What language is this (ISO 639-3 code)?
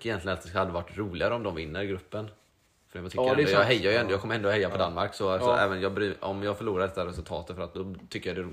swe